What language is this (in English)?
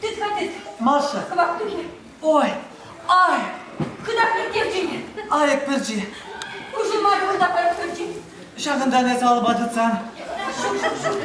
Chuvash